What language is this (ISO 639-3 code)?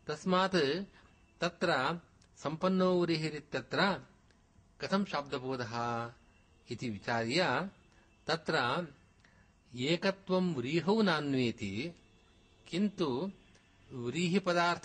san